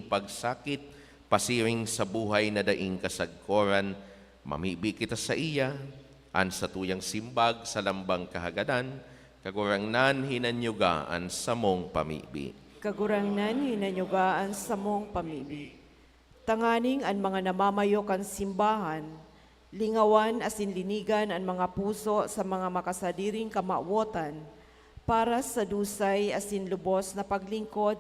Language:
Bikol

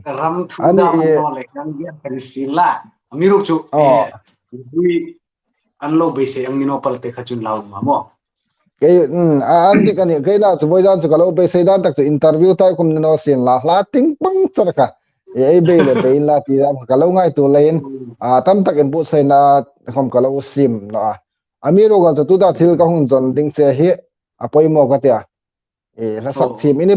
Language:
Hmar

